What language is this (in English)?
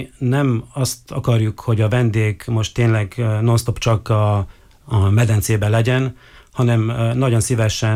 Hungarian